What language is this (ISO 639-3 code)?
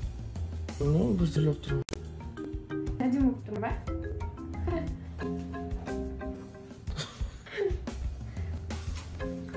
kaz